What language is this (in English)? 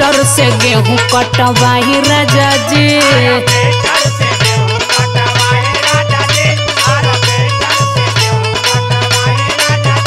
Bhojpuri